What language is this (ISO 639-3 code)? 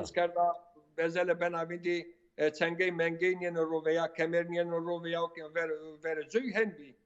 zza